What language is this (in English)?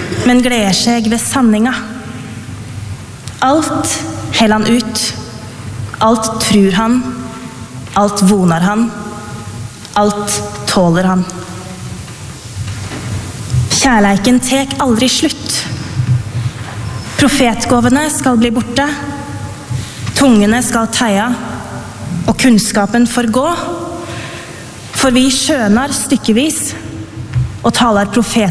Norwegian